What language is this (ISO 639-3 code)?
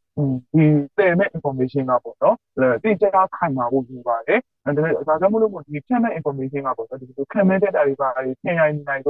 mya